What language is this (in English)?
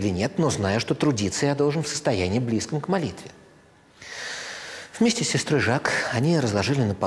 Russian